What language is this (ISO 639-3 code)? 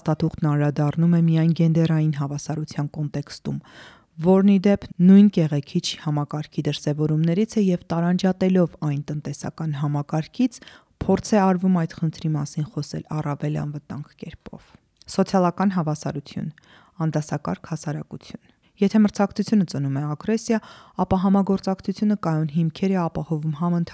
hye